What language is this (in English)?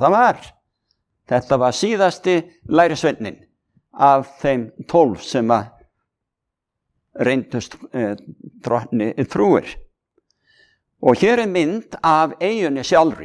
Icelandic